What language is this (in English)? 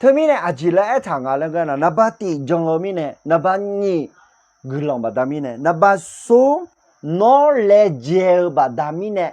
Akha